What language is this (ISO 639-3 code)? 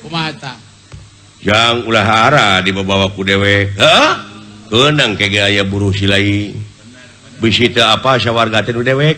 sun